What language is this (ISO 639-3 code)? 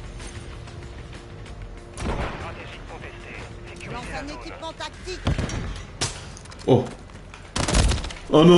fra